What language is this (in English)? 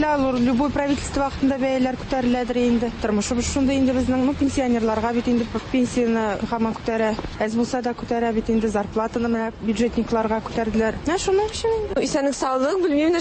Tatar